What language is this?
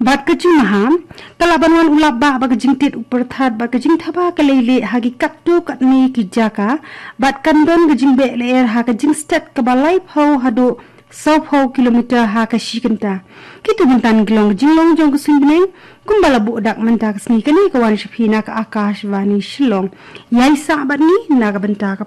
Khasi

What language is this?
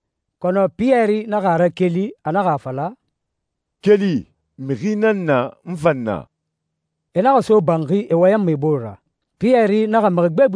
Susu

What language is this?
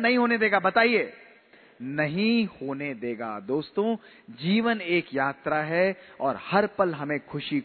Hindi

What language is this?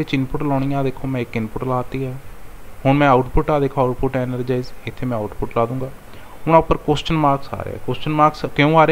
Punjabi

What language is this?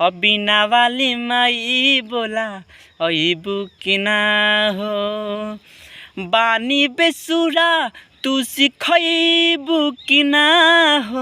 Bhojpuri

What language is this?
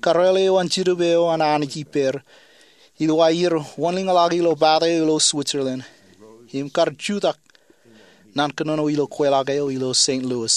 Marshallese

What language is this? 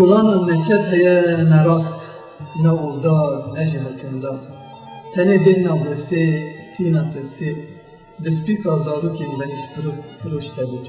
Kurdish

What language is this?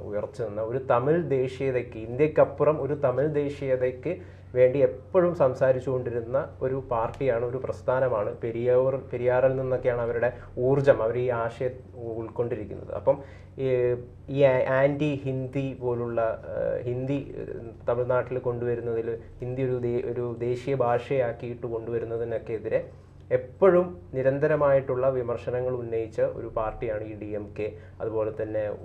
Malayalam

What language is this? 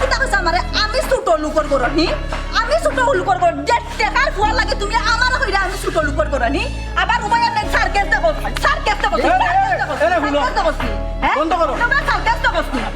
Sylheti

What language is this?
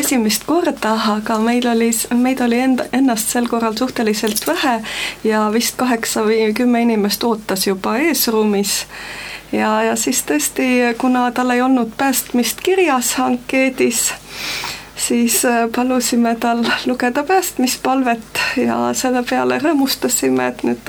Estonian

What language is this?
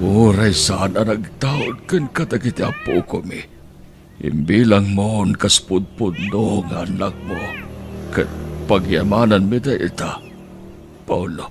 Iloko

